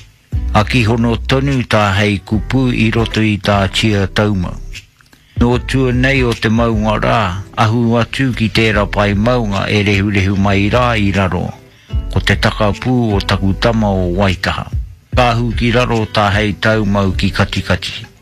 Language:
Māori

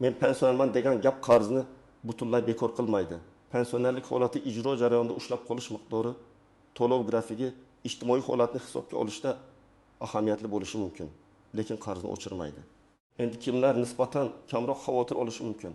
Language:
Uzbek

